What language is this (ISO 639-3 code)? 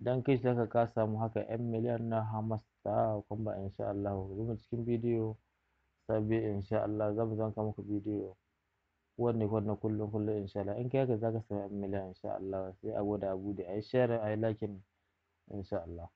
hau